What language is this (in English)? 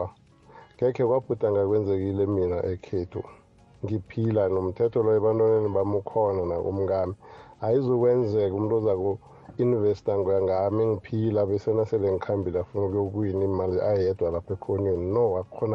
South Ndebele